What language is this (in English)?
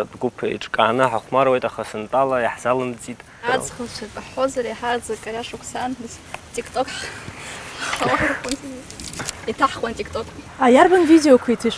Abkhazian